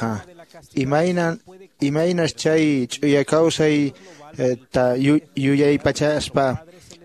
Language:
Quechua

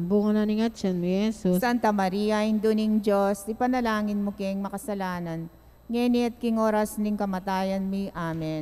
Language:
Pampanga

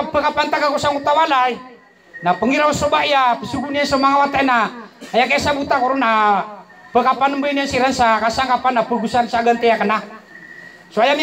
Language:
Maranao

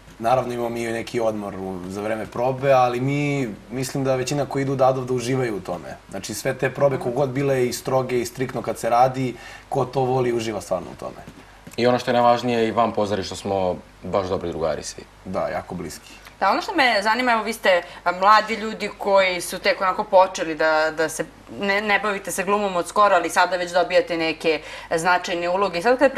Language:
Serbian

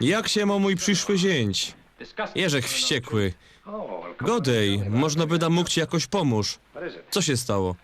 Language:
Silesian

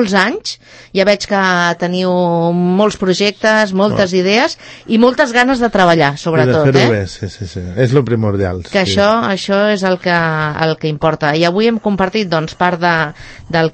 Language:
Catalan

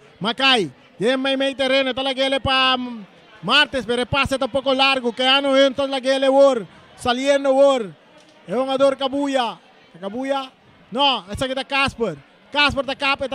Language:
Papiamento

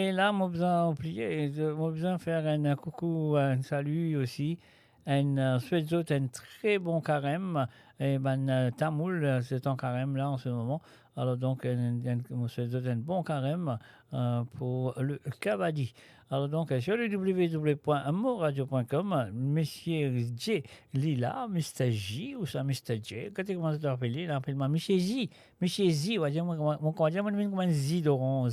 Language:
Morisyen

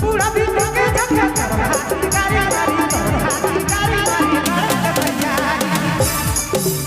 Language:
Sadri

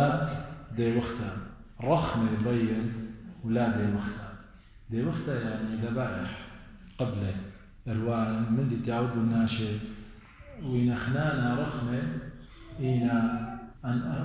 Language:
Assyrian Neo-Aramaic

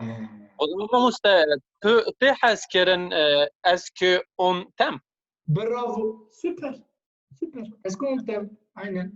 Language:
Kurdish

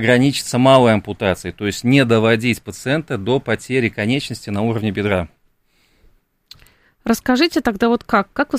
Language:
Russian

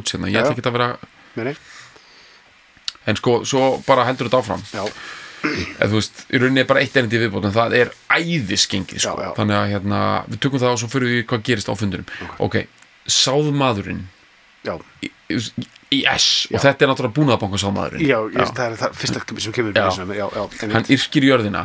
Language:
Icelandic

